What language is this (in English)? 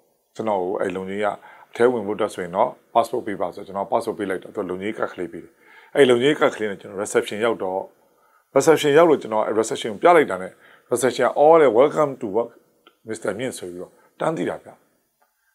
Burmese